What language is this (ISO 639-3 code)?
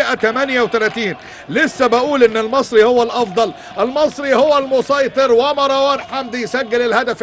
arz